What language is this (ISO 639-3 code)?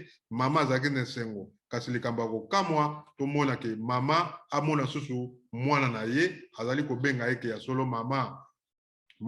lin